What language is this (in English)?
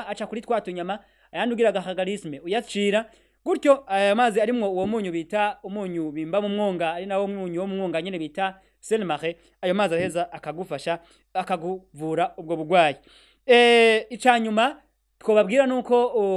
Rundi